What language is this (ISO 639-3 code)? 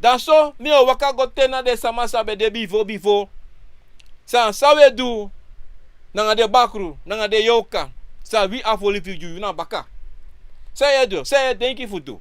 srn